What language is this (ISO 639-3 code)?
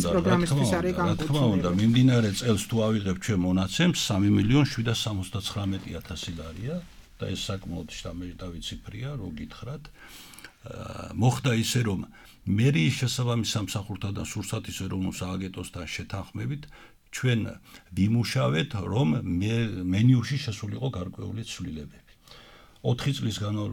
kat